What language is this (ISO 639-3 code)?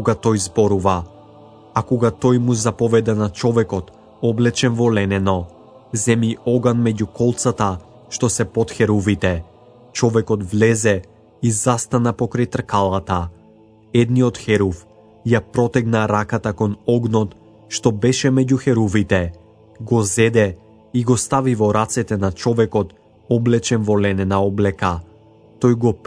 mkd